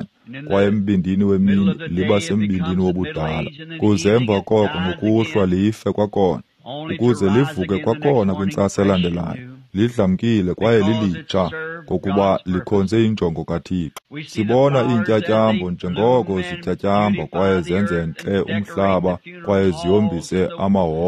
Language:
Xhosa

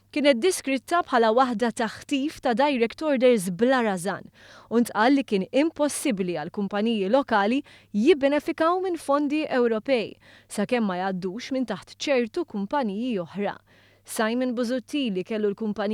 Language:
Maltese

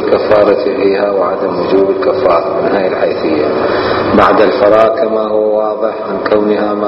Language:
Mesopotamian Arabic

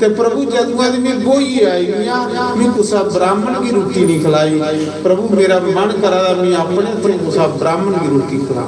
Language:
Dogri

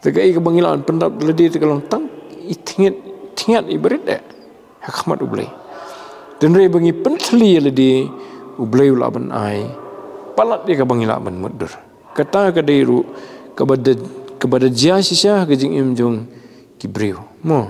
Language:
Khasi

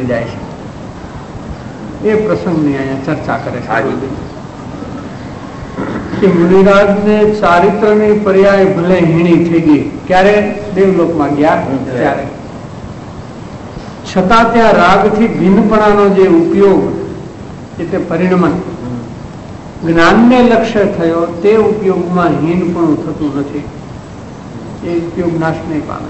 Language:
Gujarati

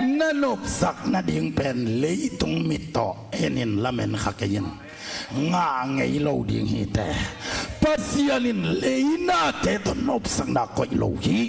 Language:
Tedim Chin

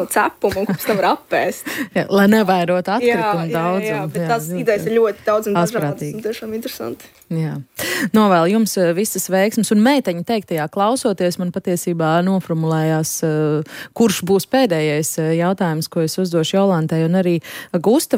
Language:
Latvian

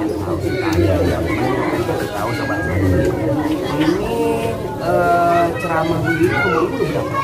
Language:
Betawi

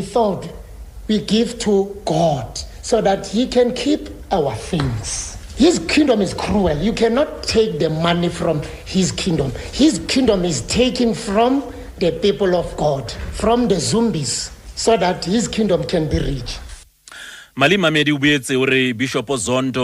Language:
Southern Sotho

